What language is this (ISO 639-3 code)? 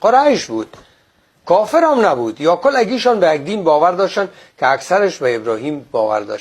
fas